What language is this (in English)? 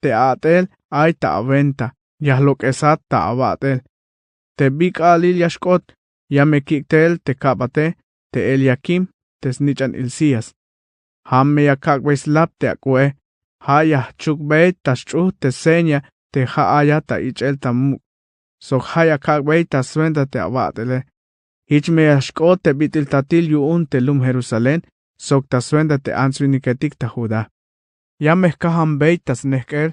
Tzeltal